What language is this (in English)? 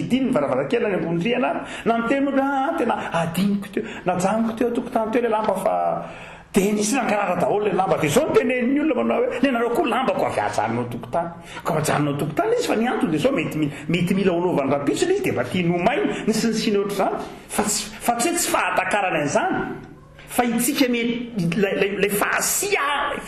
Malagasy